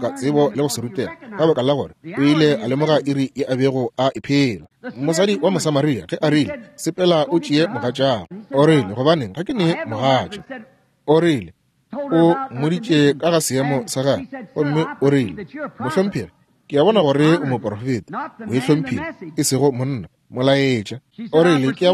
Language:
Northern Sotho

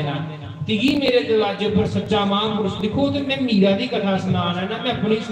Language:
Dogri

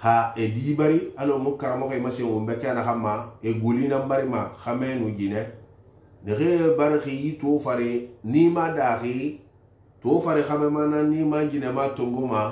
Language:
Susu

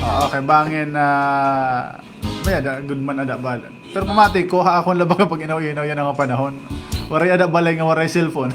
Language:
Waray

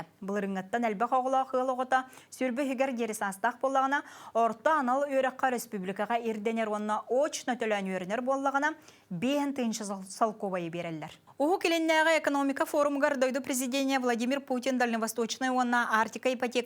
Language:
Yakut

